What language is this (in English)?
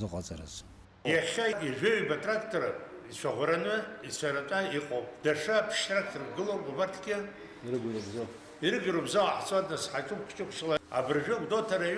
Abkhazian